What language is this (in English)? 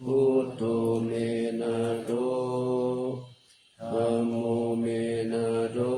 Pali